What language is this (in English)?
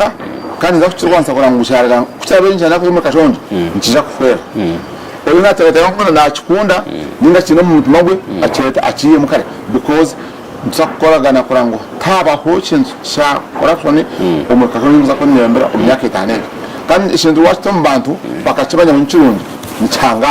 Nyankole